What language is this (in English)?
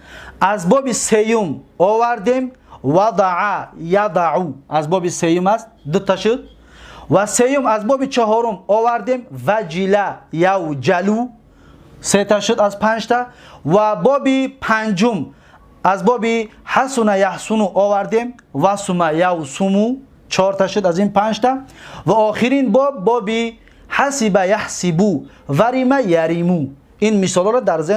Tajik